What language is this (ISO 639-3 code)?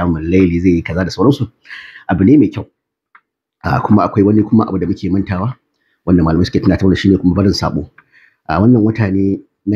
hau